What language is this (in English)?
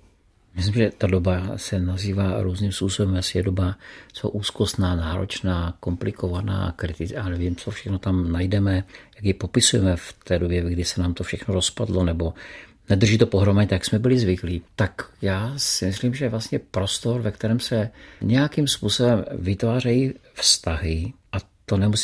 Czech